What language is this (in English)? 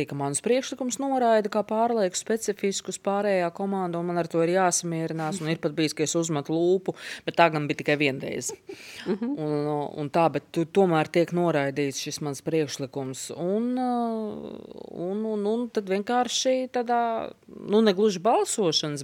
Latvian